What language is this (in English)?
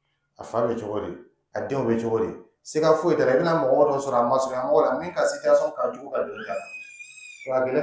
Dyula